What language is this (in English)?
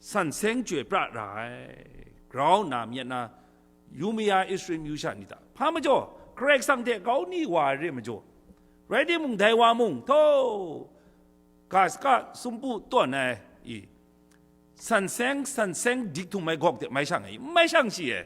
Kachin